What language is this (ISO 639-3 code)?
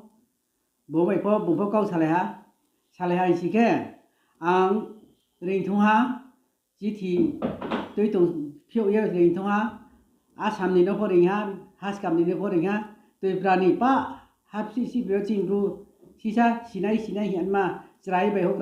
ria